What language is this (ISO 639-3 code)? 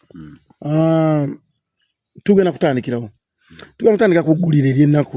lug